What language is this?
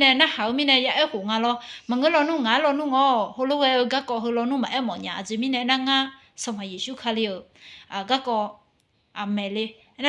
Akha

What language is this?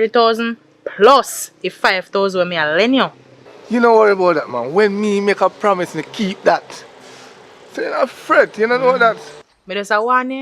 Jamaican Creole English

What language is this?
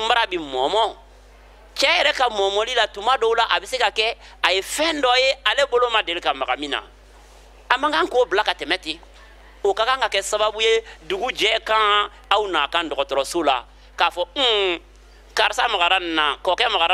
Bambara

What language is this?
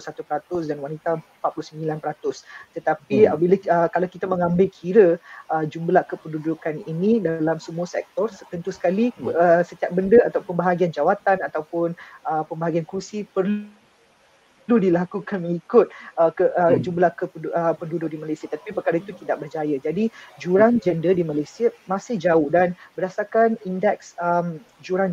Malay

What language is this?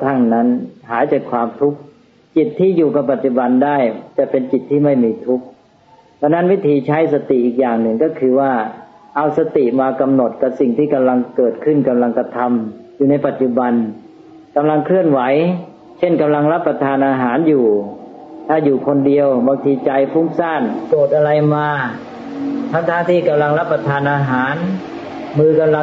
Thai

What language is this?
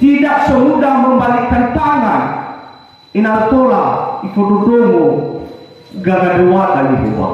Nias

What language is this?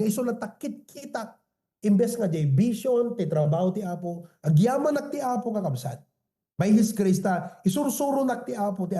Iloko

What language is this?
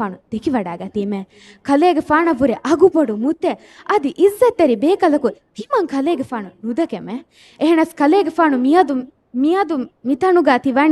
Divehi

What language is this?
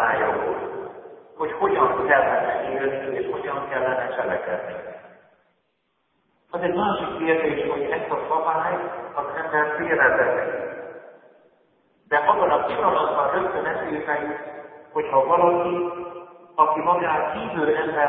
Hungarian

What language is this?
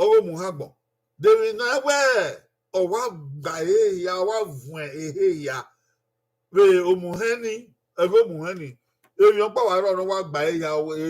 Bini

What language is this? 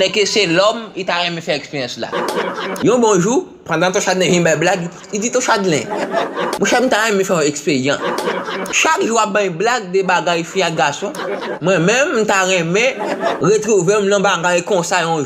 Haitian Creole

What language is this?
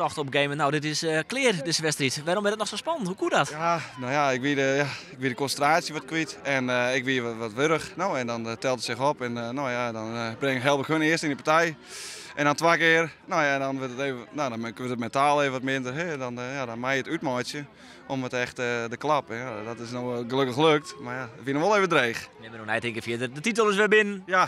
Western Frisian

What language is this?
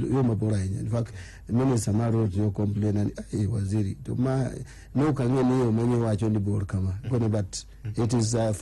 Luo (Kenya and Tanzania)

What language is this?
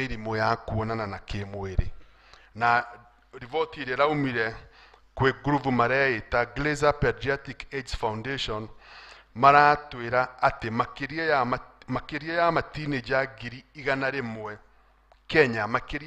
Kikuyu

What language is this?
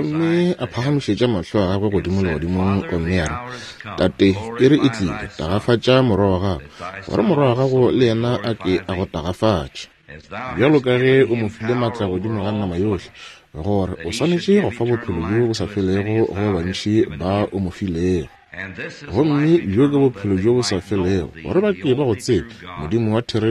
Northern Sotho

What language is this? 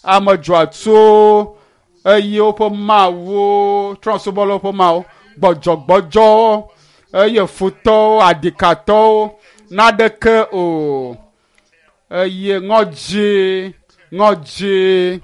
Ewe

